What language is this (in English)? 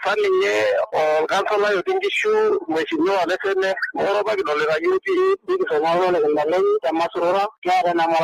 Masai